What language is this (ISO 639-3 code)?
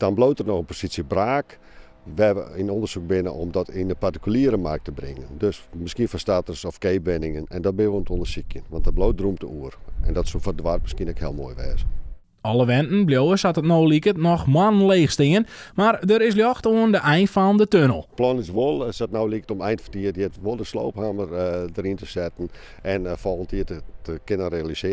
fry